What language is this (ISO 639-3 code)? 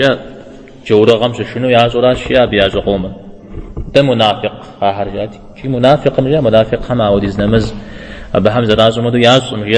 kbd